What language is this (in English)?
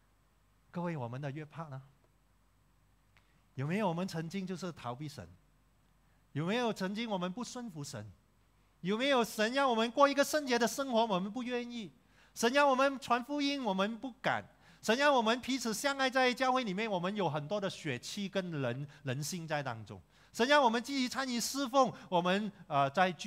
Chinese